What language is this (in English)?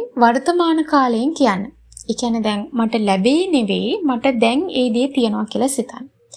Sinhala